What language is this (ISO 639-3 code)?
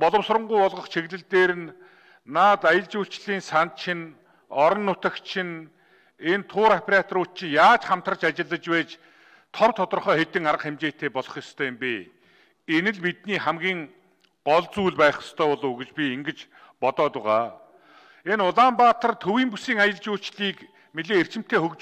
mon